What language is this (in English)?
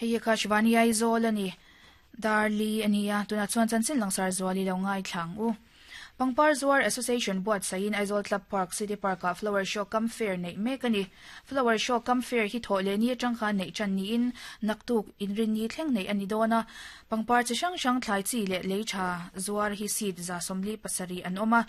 Mizo